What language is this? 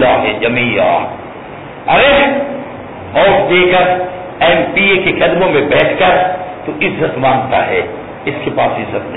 Urdu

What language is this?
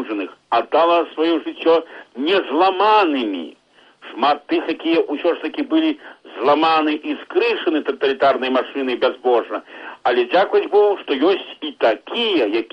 Belarusian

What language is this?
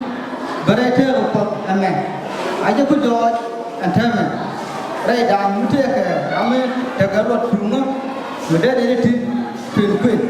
Nuer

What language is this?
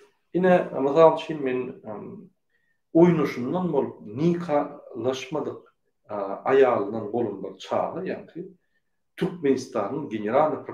Turkmen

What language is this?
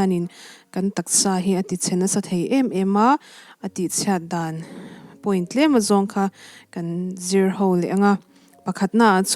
Mizo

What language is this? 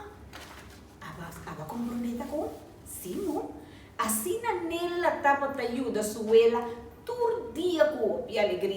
Papiamento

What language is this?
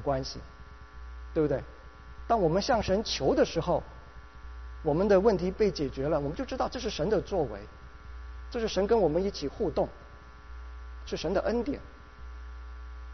Chinese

